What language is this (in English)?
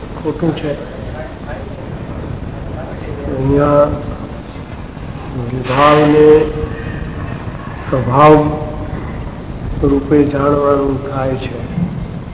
Gujarati